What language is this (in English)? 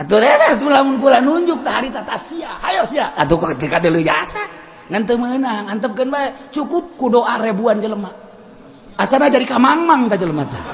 Sundanese